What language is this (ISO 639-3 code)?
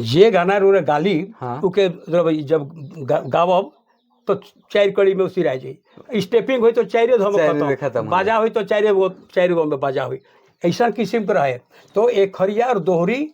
sck